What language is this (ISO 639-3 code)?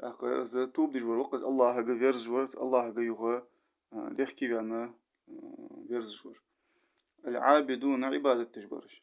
inh